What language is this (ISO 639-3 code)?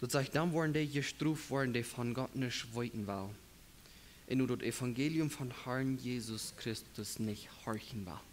pdt